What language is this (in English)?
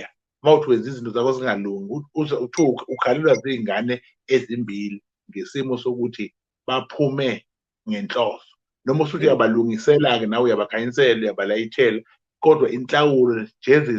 Zulu